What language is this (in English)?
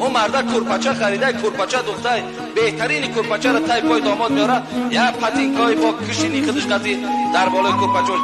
Tajik